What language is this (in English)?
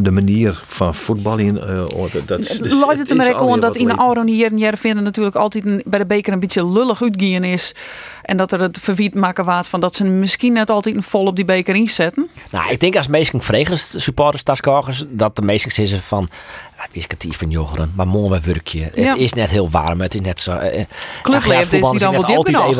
Western Frisian